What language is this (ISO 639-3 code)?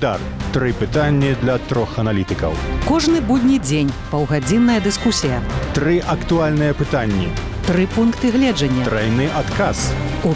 bel